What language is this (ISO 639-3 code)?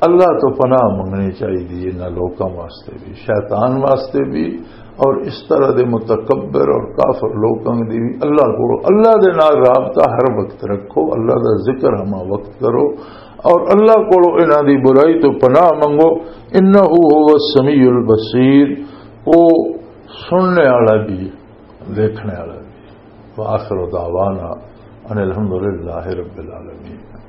lah